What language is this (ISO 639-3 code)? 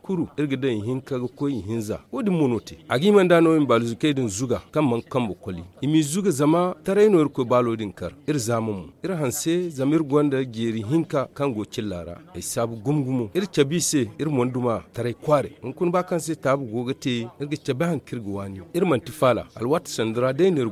dje